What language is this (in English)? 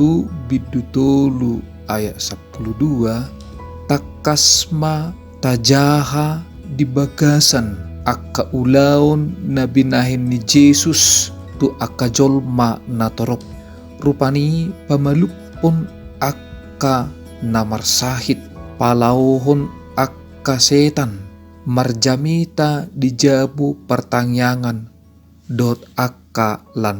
Batak Toba